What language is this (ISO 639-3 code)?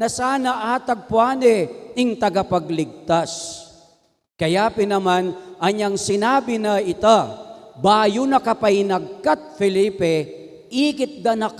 pam